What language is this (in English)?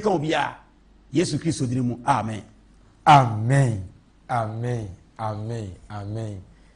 Akan